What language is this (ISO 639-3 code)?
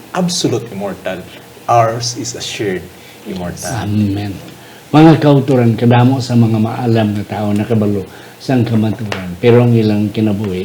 hil